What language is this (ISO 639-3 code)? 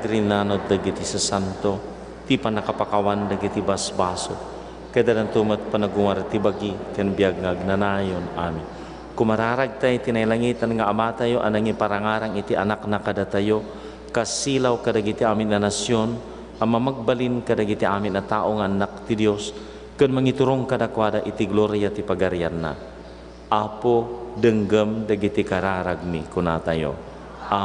ilo